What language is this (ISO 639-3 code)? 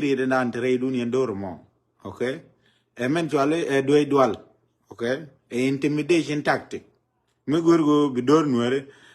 nus